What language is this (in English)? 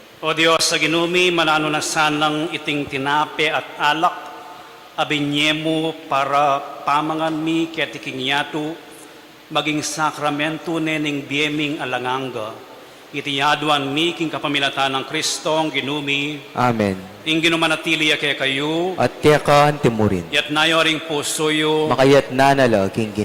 Pampanga